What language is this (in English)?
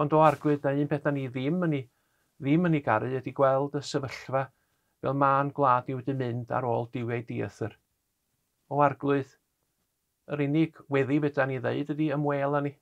Welsh